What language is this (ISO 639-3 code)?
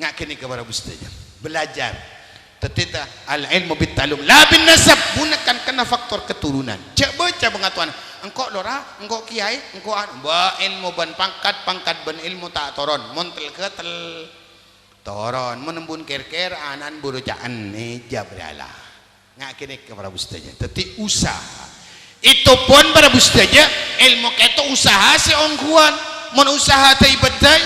mad